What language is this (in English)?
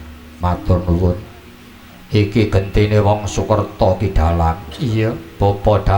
Javanese